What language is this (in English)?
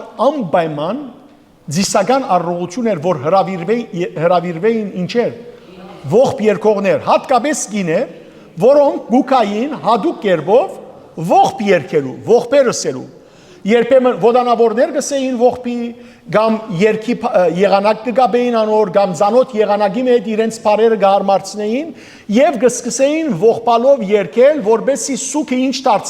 Western Armenian